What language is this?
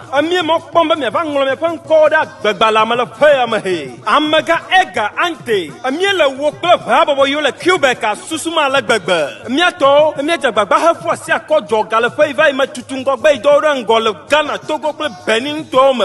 Ewe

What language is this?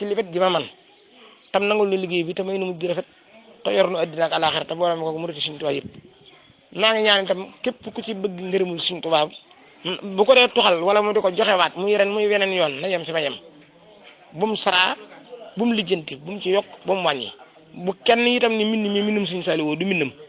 Wolof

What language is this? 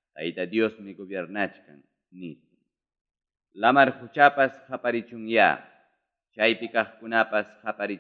Ayacucho Quechua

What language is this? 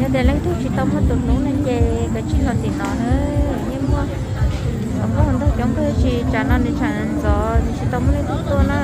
Hmong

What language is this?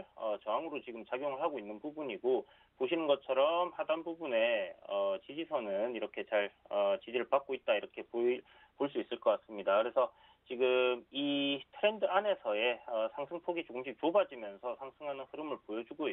Korean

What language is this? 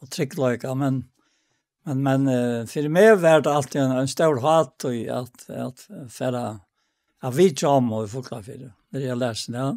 Faroese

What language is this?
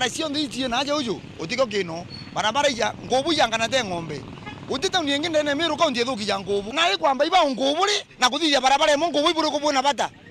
Meru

